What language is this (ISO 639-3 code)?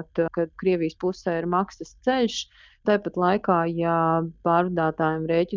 lav